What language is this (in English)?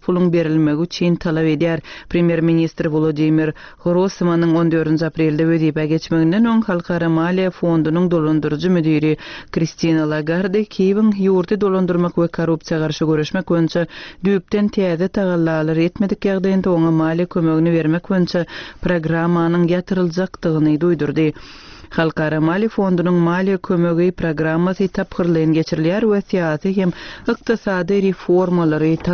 Turkmen